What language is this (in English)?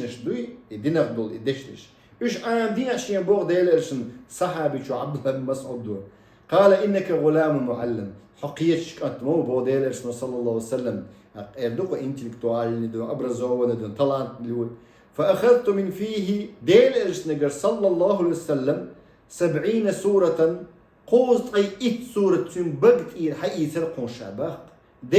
Chechen